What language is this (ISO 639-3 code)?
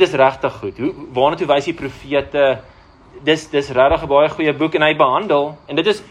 afr